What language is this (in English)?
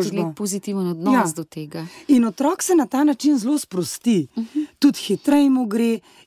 Slovenian